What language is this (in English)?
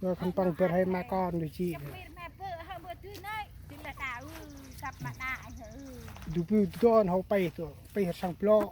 Central Mnong